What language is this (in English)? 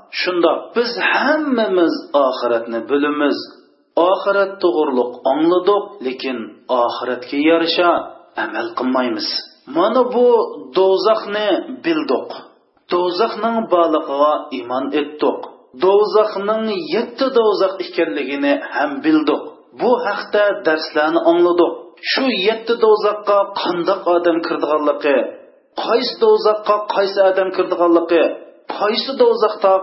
Uyghur